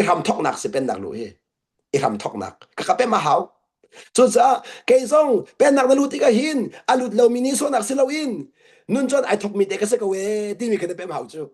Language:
Hakha Chin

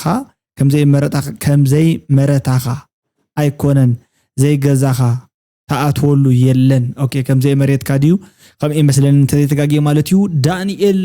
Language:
Tigrinya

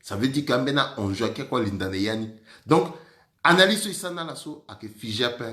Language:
Sango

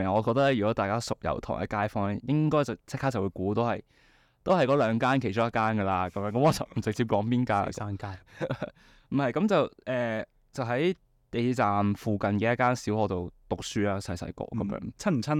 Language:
Cantonese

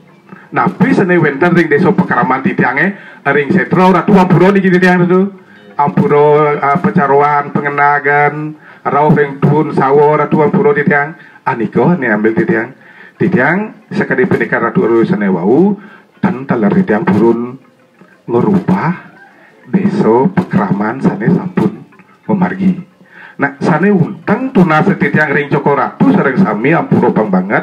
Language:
Balinese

